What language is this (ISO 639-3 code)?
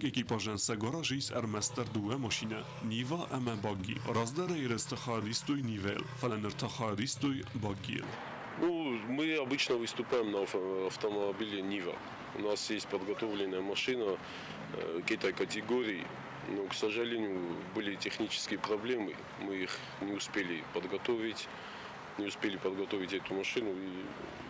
oss